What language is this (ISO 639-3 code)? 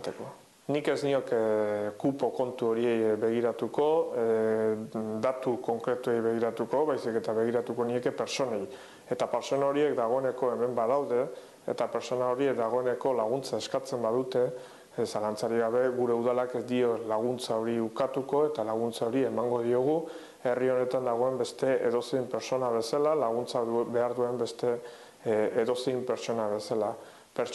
eus